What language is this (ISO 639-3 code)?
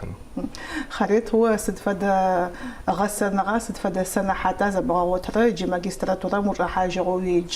ady